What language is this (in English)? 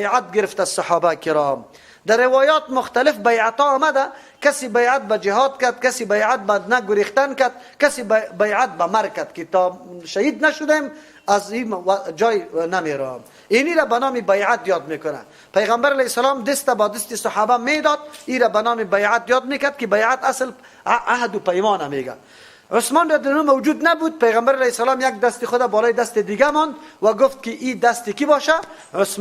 Persian